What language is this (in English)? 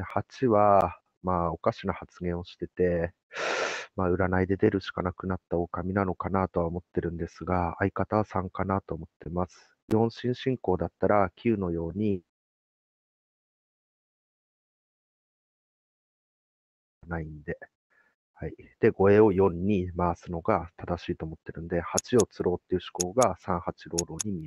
Japanese